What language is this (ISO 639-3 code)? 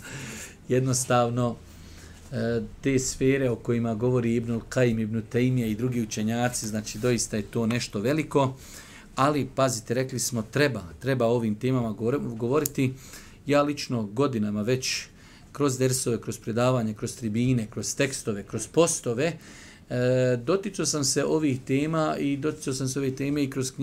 bos